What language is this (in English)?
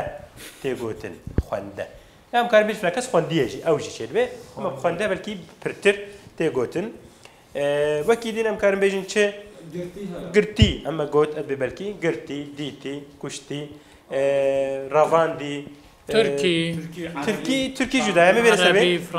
Kurdish